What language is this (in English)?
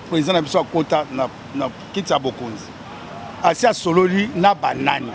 Lingala